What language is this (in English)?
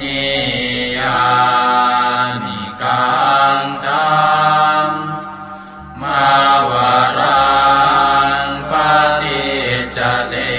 Pali